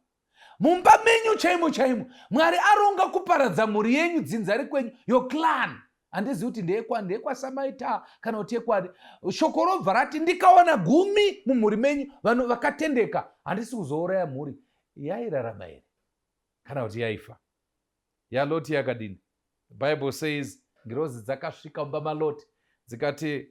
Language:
Shona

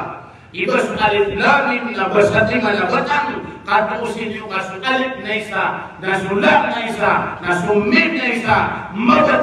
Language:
Maranao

